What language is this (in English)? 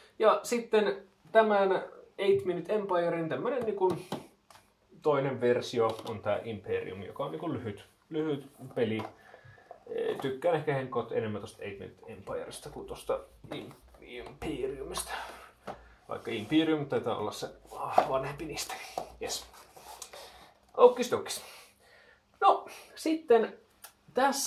Finnish